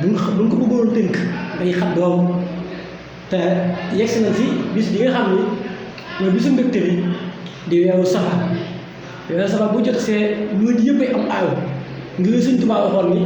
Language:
Wolof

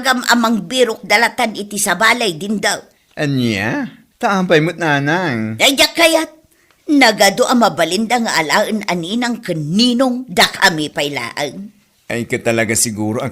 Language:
Iloko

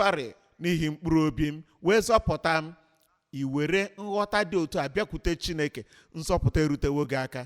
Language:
Igbo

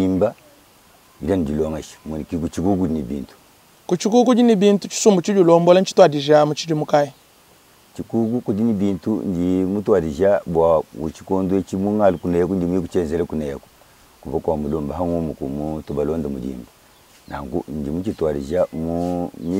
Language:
Luba-Lulua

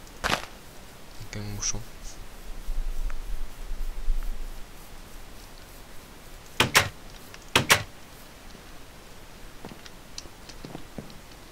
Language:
Norwegian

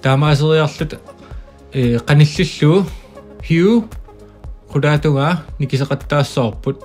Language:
Kalaallisut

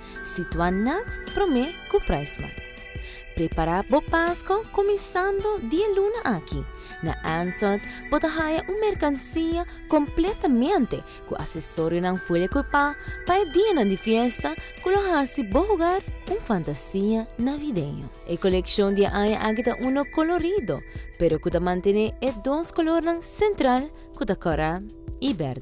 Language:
Papiamento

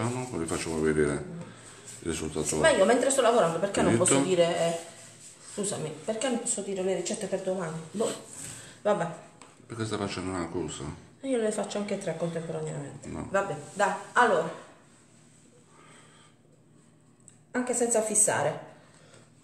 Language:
Italian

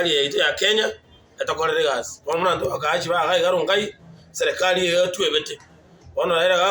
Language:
Gusii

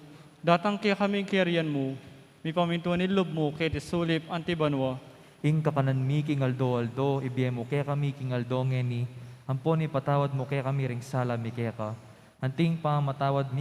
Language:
Pampanga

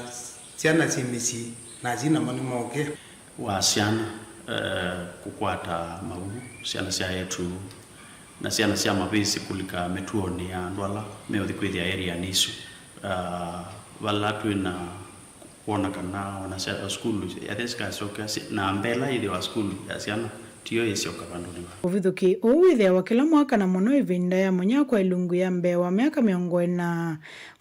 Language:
Kamba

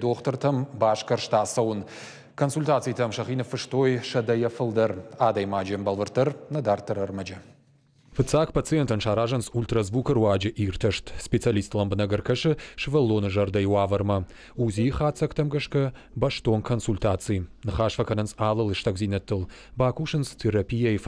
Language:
Ossetic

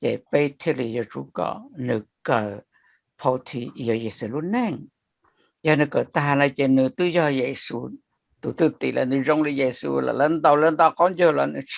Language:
Hmong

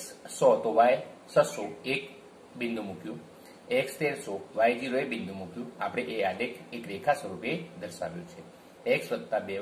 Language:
Gujarati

